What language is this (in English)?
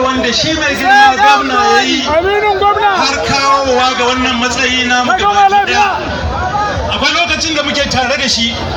Hausa